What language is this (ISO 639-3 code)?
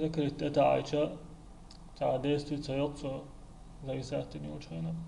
che